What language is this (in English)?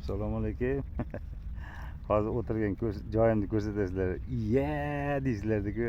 Uzbek